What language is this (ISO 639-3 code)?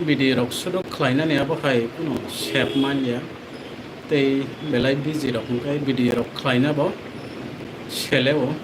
trp